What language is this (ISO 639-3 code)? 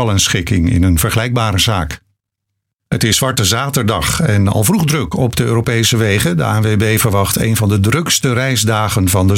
nld